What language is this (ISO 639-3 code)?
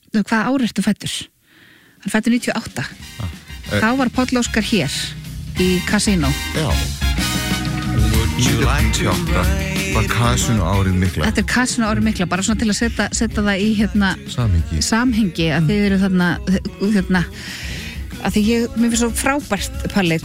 isl